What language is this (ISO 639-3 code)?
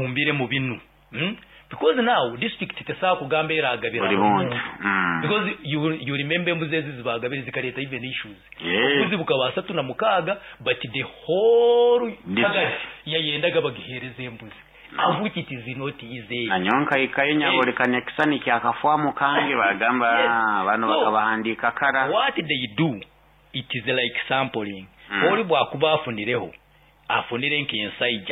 nyo